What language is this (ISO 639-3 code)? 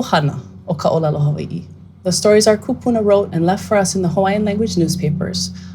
haw